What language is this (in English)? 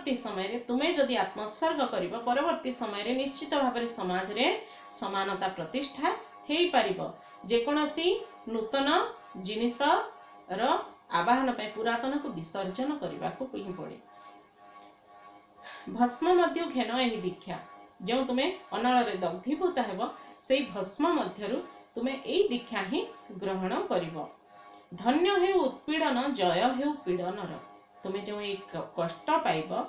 Odia